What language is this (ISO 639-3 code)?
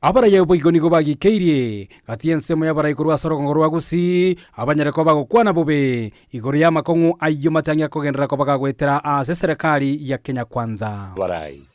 guz